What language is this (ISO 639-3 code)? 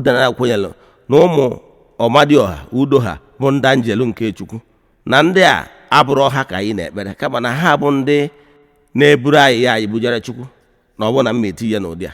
ibo